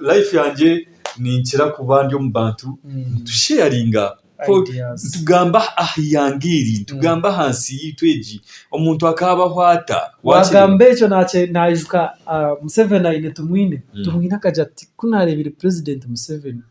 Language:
Nyankole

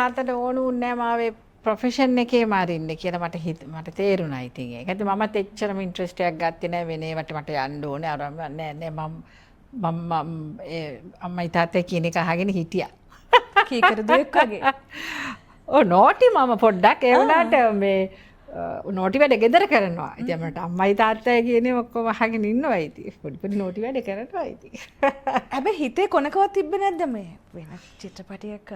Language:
Sinhala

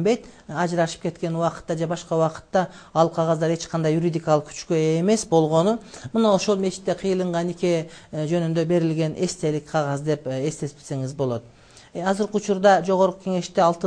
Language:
Kyrgyz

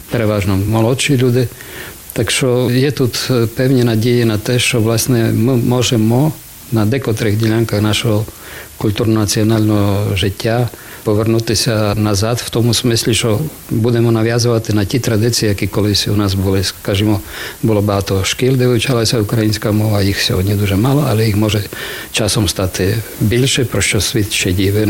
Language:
Ukrainian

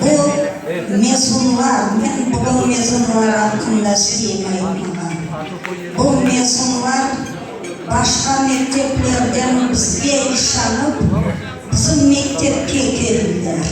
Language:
Crimean Tatar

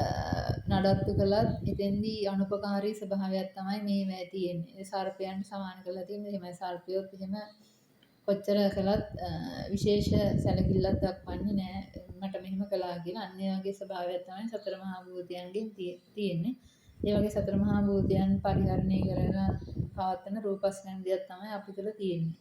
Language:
Sinhala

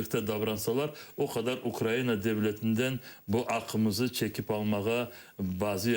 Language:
Crimean Tatar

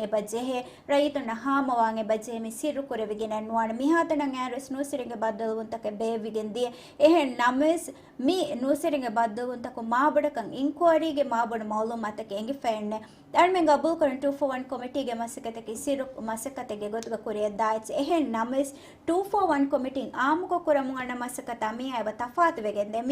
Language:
Divehi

